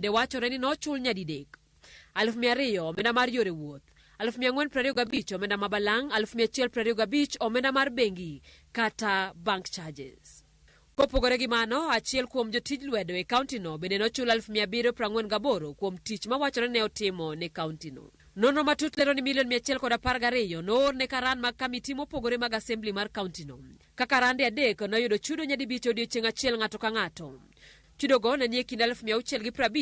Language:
Luo (Kenya and Tanzania)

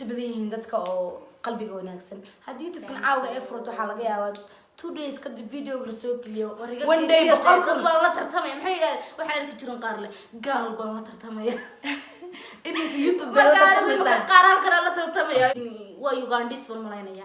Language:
Somali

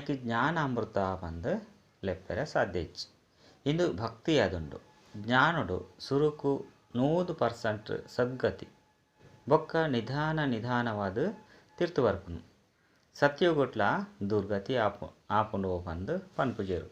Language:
Tulu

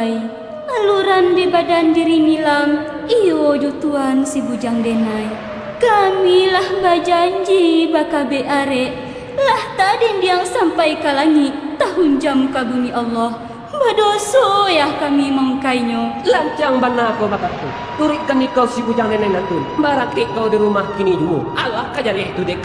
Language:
Minangkabau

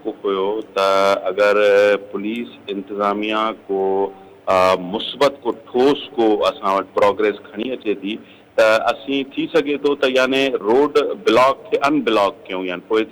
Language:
Sindhi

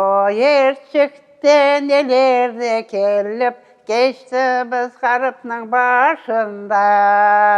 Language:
Crimean Tatar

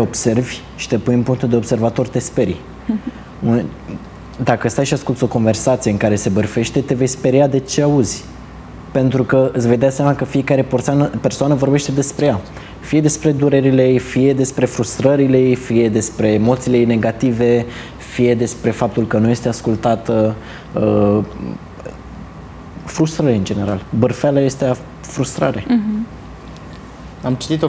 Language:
Romanian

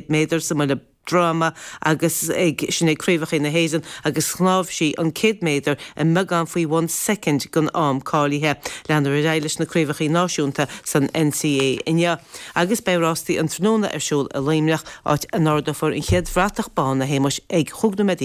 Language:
Irish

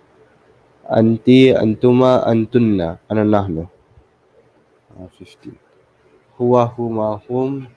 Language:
Filipino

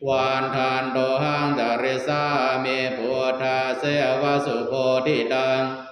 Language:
Pali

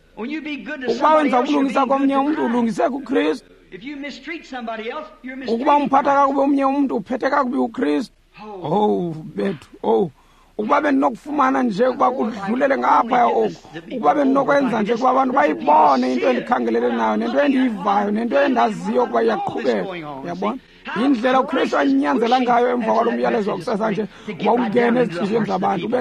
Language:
Xhosa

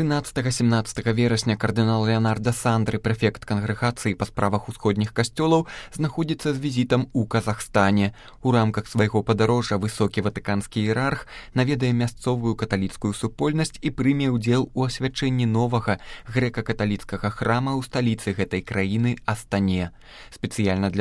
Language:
Belarusian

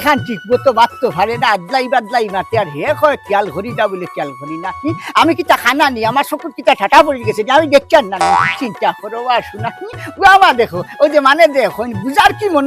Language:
Sylheti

